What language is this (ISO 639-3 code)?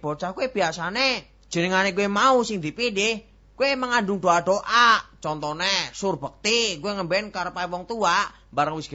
jav